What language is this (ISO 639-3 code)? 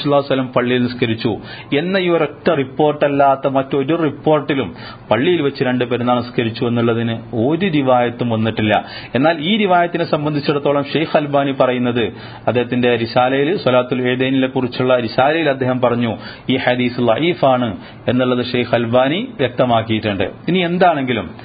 mal